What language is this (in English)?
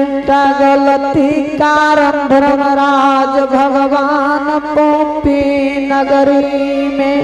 Angika